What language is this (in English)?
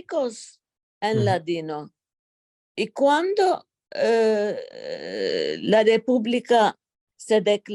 Ladino